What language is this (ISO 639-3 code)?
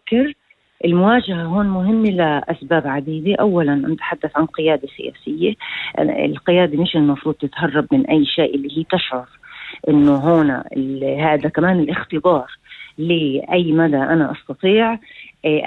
apc